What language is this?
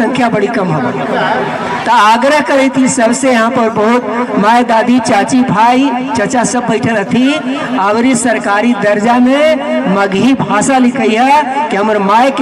Magahi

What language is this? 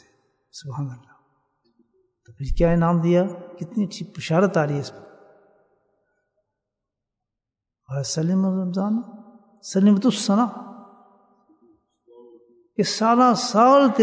Urdu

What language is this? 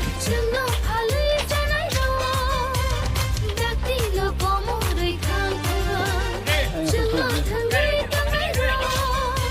Kok Borok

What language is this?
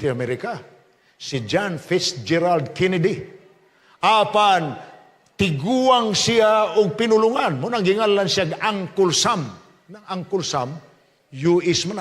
Cebuano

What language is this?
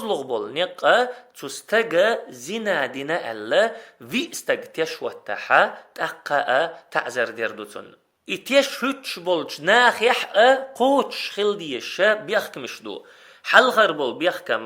Chechen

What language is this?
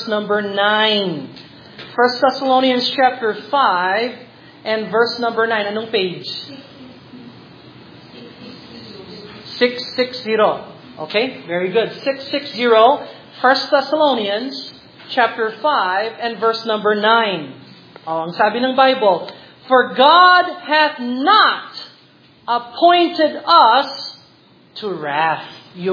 Filipino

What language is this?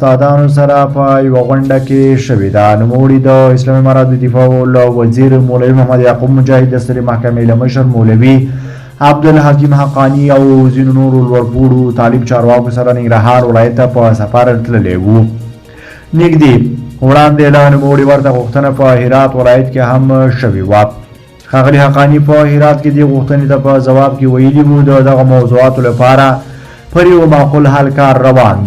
Pashto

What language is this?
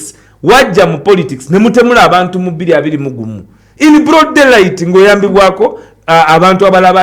Ganda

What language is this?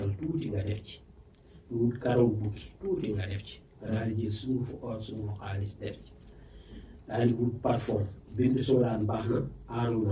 Wolof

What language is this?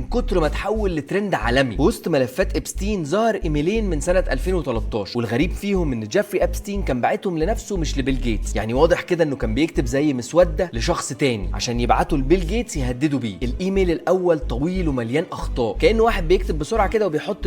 Egyptian Arabic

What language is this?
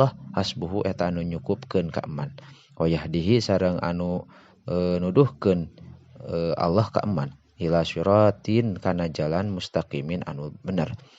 Sundanese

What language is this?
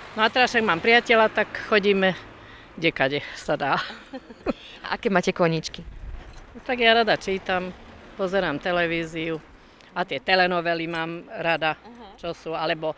Slovak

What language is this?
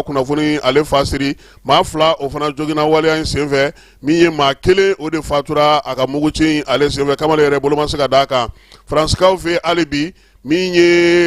Bambara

